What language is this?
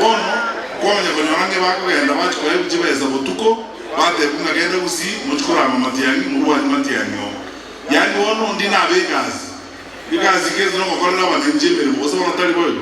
Gusii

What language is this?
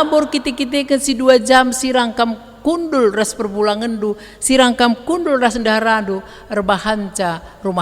Batak Karo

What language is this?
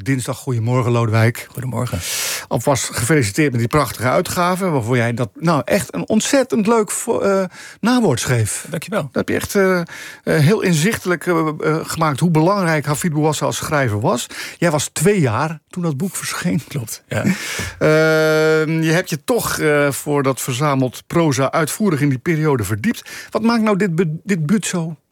Dutch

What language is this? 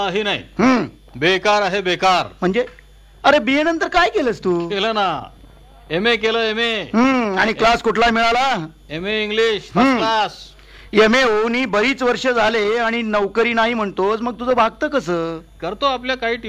Marathi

